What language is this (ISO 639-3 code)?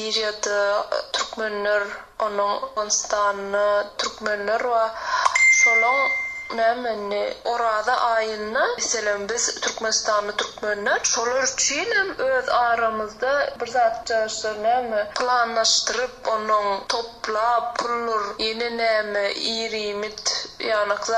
tuk